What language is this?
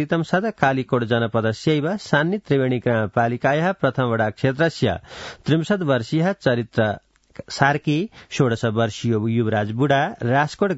Sanskrit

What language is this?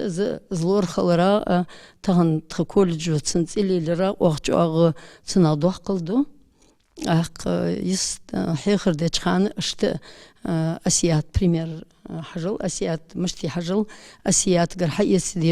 Ingush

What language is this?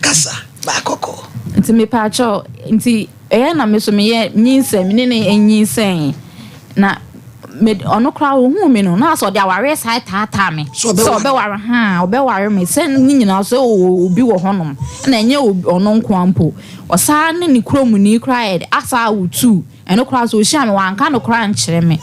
Akan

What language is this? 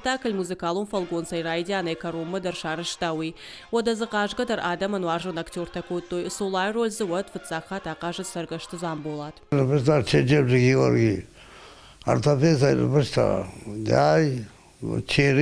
Ossetic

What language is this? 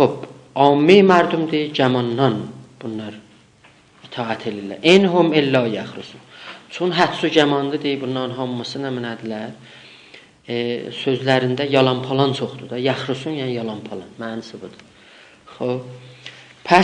South Azerbaijani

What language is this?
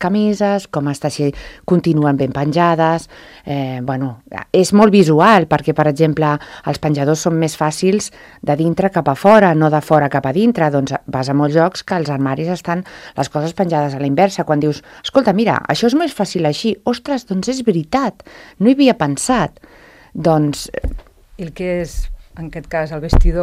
Catalan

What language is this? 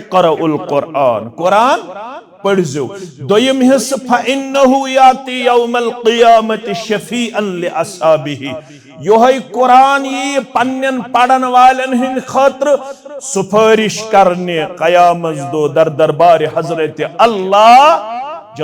Kashmiri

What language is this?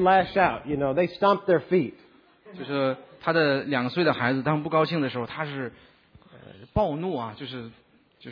Chinese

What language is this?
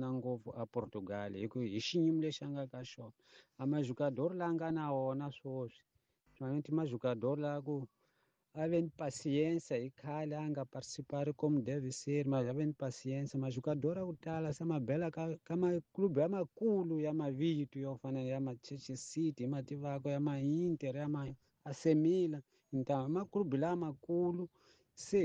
Tsonga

